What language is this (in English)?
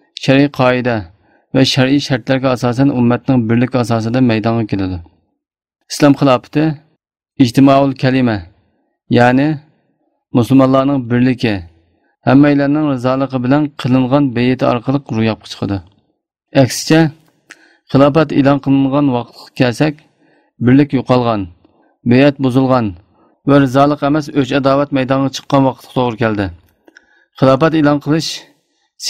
Uyghur